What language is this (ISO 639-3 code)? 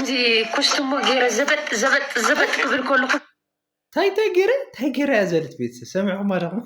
tir